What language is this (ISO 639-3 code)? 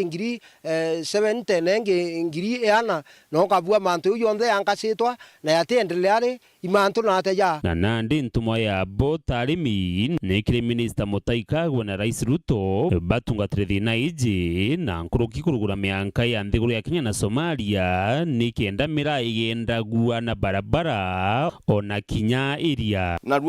mer